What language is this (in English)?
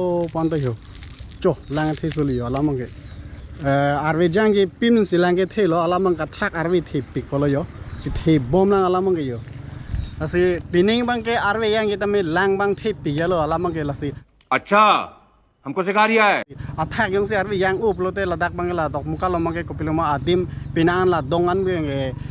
Karbi